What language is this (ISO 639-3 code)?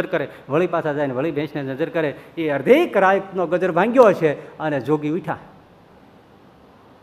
guj